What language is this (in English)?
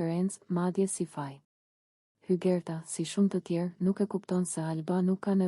Albanian